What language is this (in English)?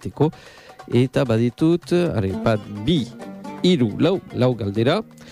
Basque